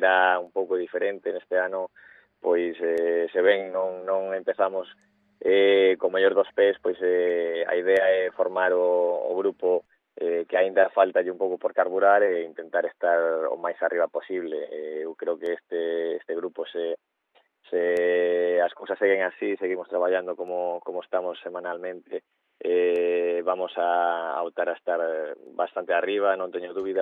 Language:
Galician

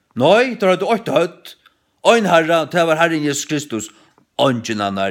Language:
Faroese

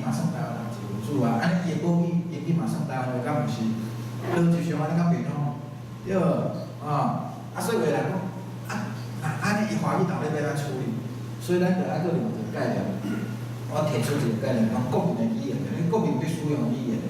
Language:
Min Nan Chinese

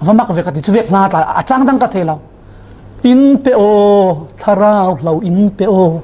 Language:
Falam Chin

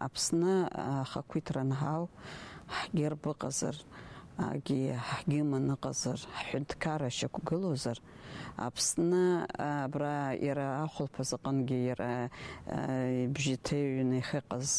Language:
Abkhazian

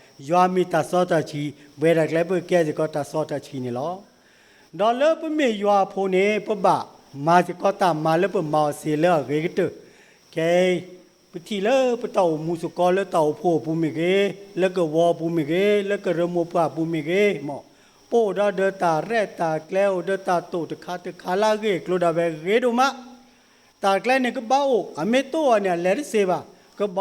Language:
S'gaw Karen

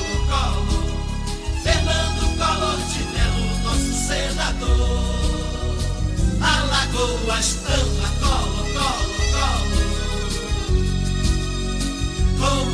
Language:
Portuguese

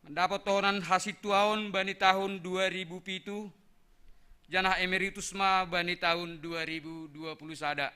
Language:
Batak Simalungun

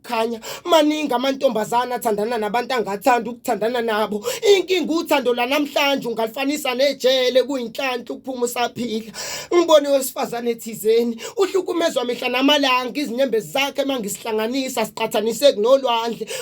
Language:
Zulu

